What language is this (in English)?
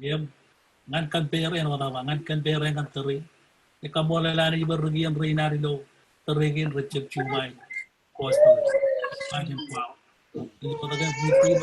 Marshallese